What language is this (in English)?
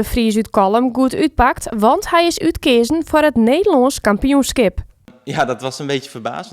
Western Frisian